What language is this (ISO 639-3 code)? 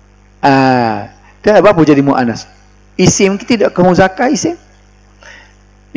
msa